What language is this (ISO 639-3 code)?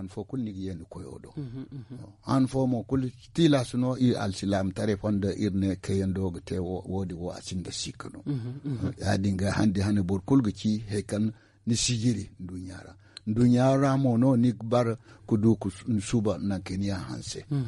dje